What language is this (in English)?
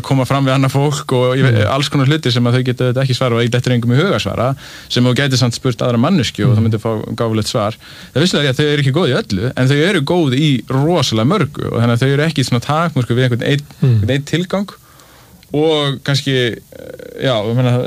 Icelandic